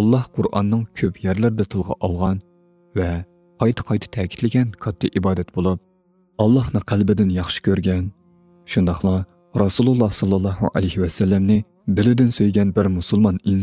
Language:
Uyghur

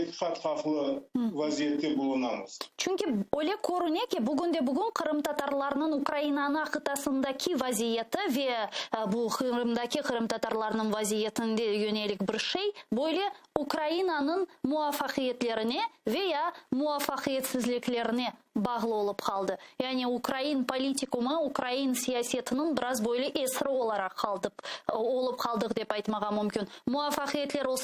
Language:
Crimean Tatar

